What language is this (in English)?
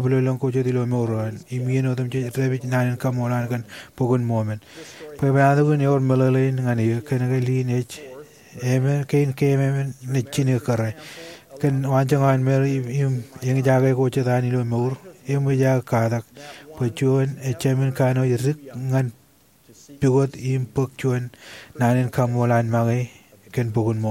Marshallese